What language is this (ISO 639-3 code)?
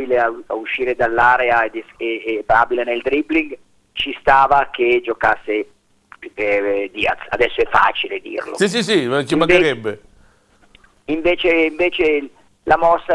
ita